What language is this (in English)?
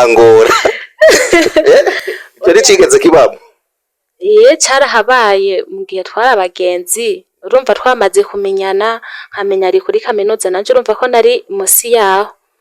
Rundi